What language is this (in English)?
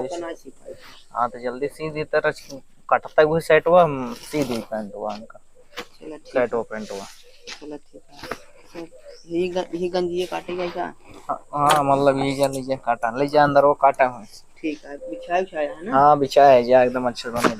Awadhi